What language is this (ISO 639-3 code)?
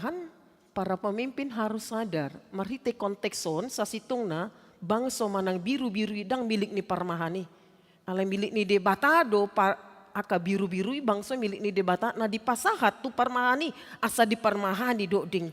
bbc